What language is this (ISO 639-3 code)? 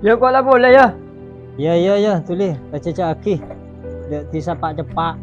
mad